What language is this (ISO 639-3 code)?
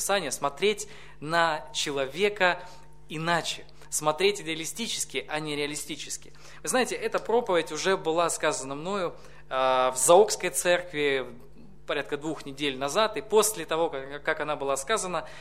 rus